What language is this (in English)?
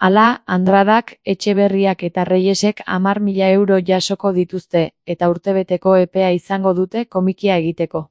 Basque